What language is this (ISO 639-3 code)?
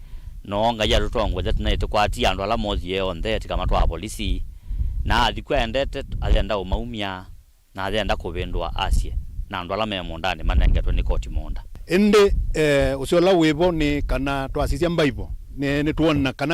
kam